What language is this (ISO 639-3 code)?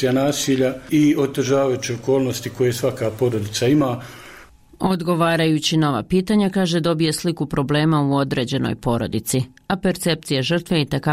bos